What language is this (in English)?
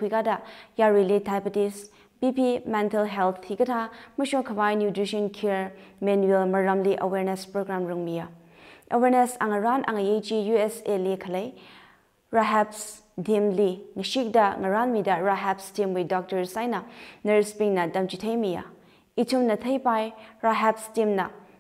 Tangkhul Naga (India)